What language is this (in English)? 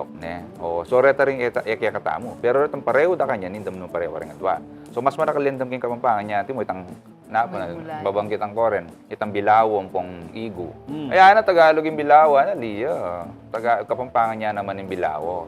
Pampanga